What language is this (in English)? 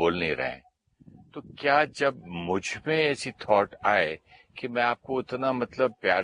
Hindi